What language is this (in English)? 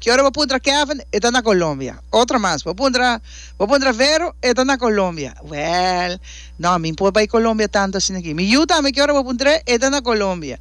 Papiamento